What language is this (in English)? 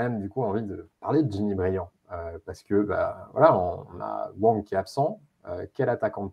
French